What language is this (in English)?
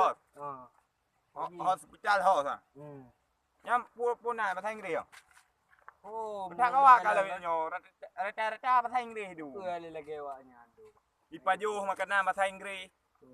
Achinese